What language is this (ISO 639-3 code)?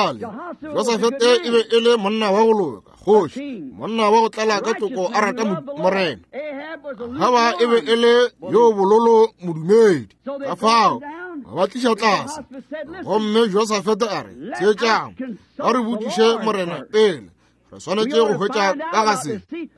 nso